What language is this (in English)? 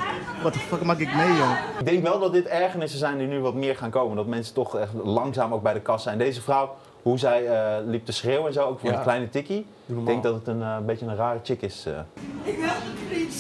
Dutch